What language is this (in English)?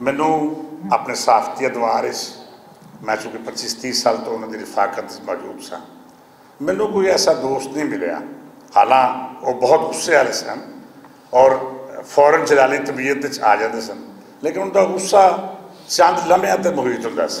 Western Panjabi